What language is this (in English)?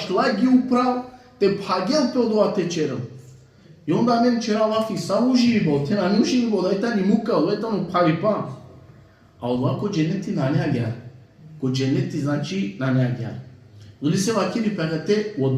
Balkan Romani